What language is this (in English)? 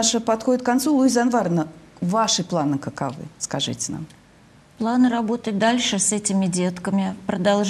Russian